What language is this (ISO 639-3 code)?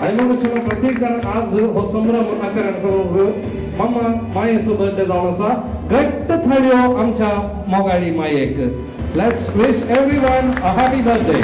kok